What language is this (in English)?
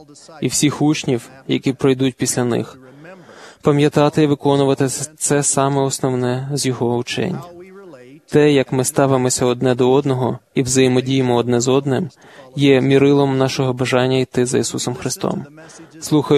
Ukrainian